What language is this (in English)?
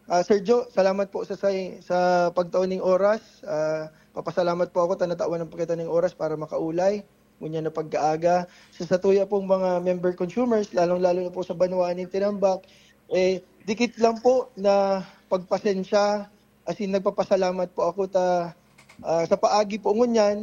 Bikol